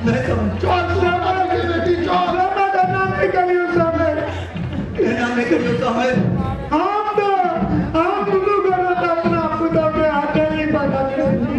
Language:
Maithili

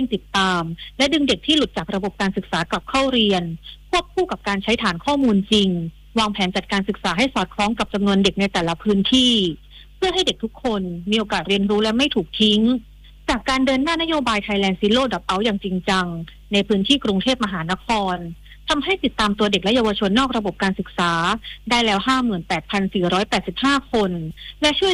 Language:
Thai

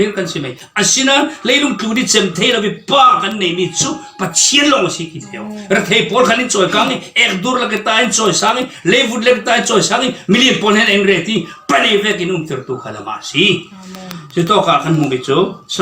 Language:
Falam Chin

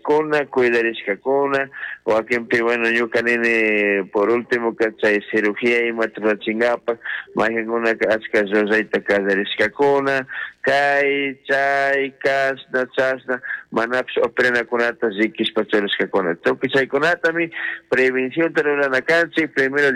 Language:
Chimborazo Highland Quichua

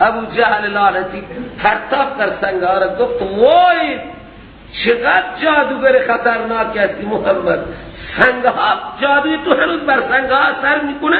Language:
Persian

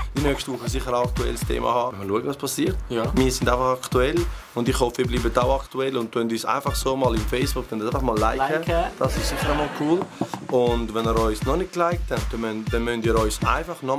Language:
Swiss German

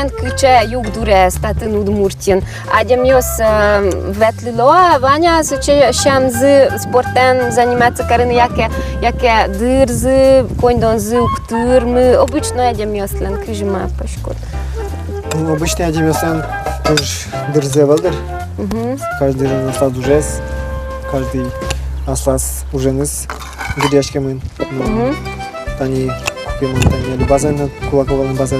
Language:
Udmurt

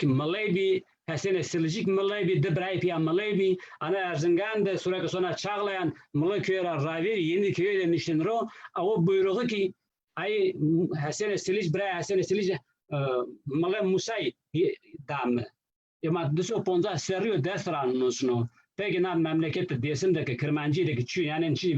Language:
Zaza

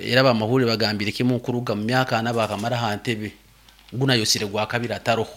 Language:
Nyankole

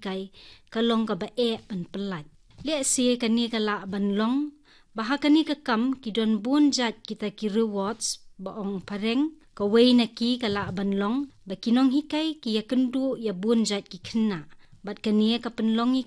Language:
Khasi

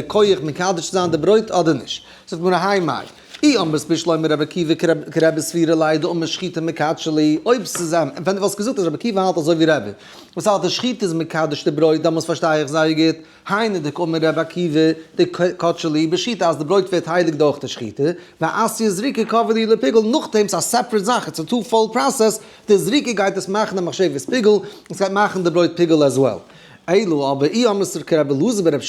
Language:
Yiddish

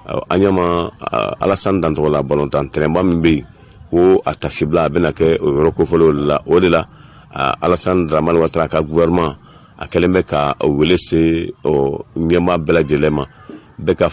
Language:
Bambara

